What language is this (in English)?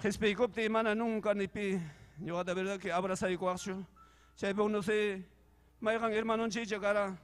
Ayacucho Quechua